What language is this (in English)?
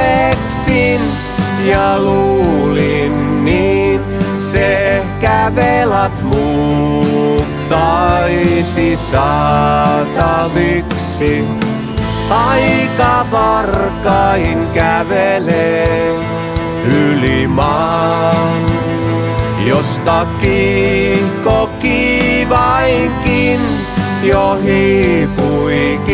Finnish